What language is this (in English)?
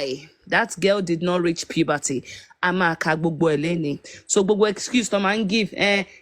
Yoruba